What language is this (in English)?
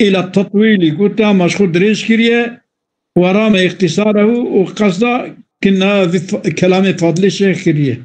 Kurdish